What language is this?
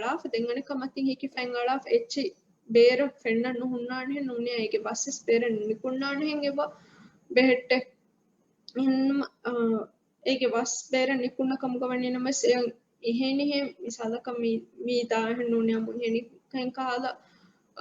Divehi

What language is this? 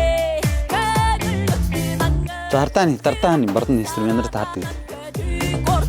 Yakut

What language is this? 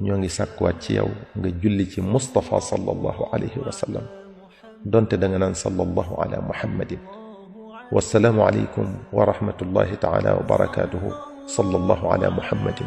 Wolof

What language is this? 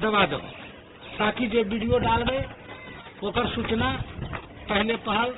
Magahi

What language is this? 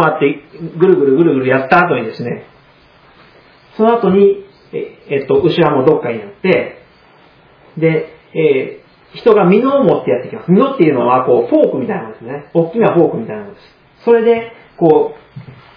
Japanese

